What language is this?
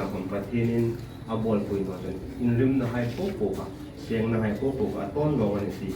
Hmar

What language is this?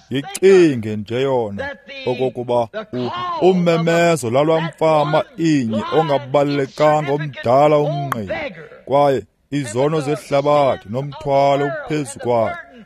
Xhosa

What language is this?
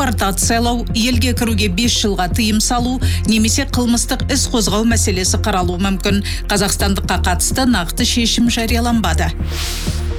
Kazakh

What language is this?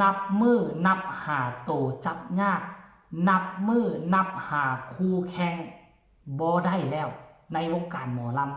Northeastern Thai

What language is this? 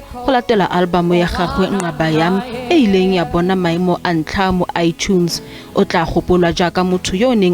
Tswana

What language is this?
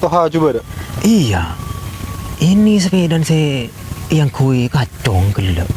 Madurese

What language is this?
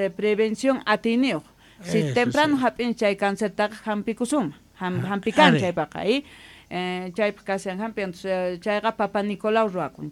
South Bolivian Quechua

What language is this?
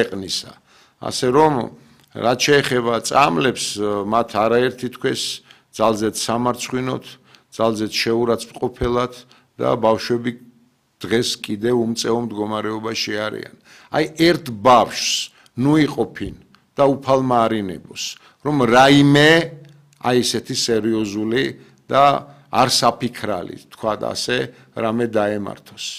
Georgian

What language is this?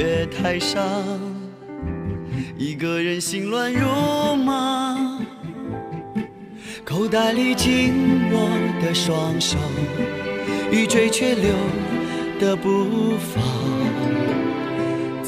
Chinese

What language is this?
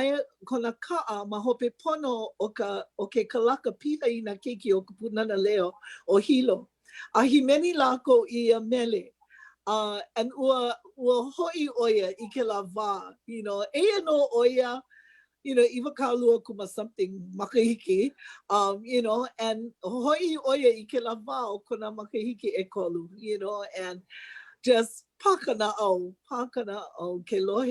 Hawaiian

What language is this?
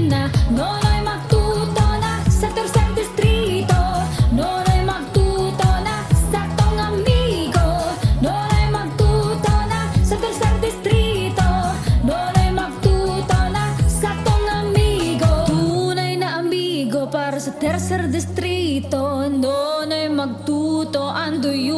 Bikol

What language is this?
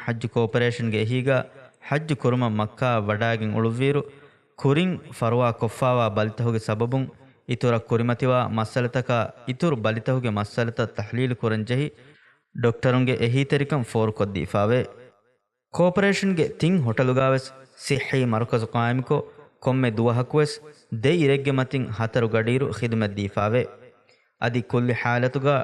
Divehi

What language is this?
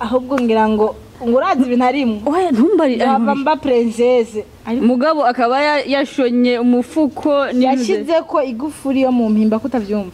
Rundi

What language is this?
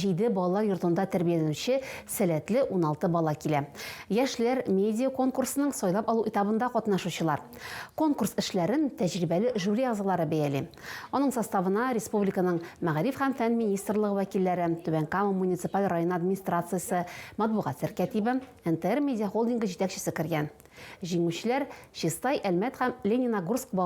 Tatar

